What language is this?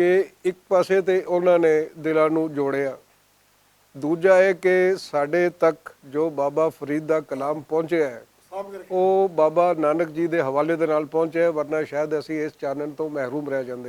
Western Panjabi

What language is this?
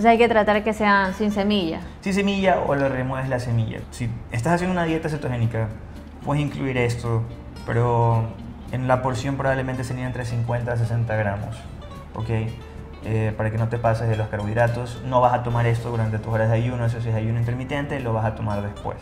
Spanish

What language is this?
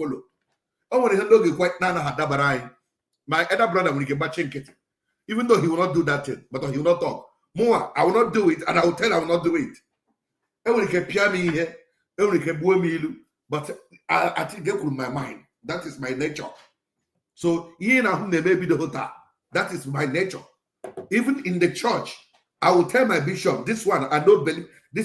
Igbo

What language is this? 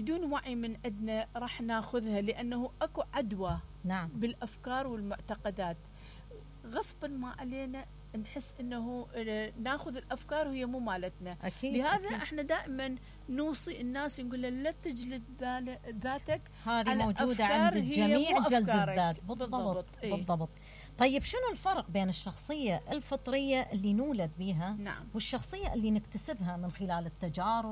Mesopotamian Arabic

